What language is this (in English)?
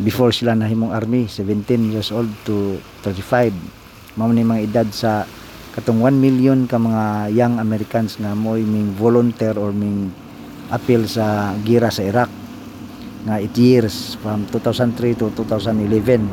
Cebuano